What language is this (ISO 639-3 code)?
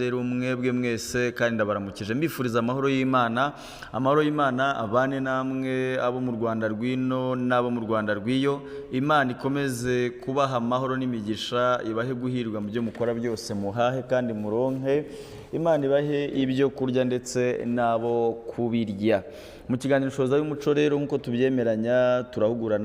kin